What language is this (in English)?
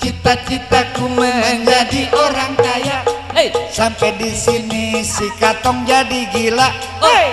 Betawi